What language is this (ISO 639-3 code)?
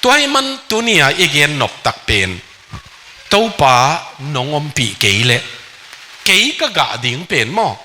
ctd